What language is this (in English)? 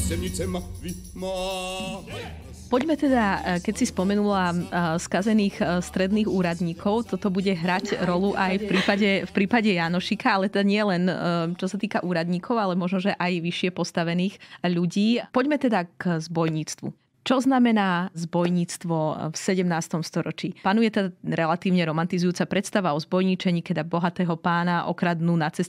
Slovak